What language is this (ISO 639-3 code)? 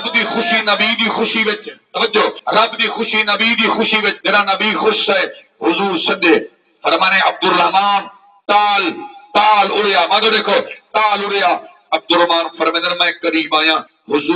skr